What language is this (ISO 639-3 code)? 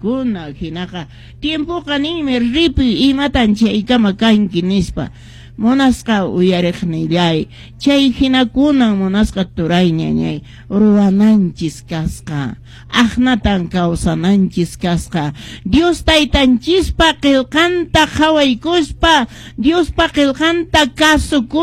que